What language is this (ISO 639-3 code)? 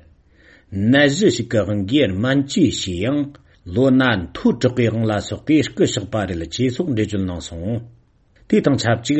bod